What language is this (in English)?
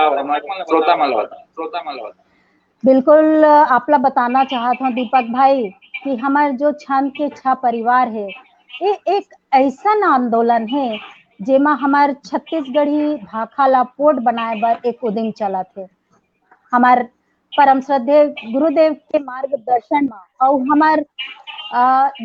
Chhattisgarhi